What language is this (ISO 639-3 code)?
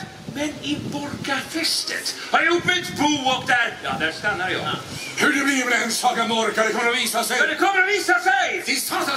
swe